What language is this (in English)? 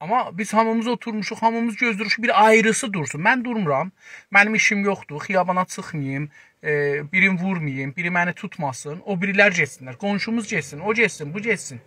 South Azerbaijani